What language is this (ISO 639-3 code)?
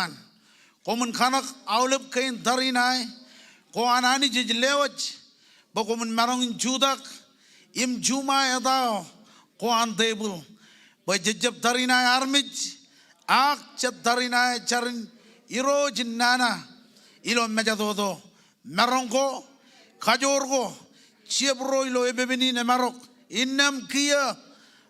mah